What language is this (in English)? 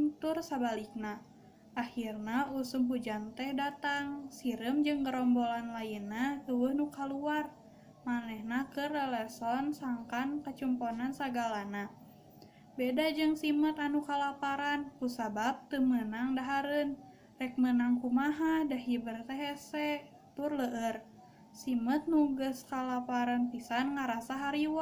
Sundanese